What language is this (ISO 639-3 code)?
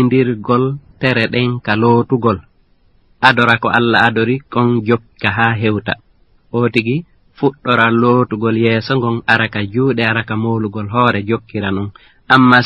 ful